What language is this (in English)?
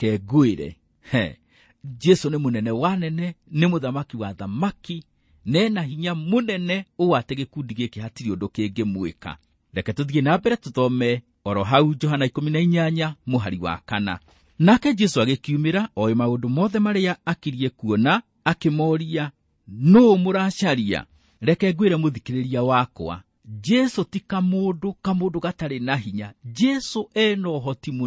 Kikuyu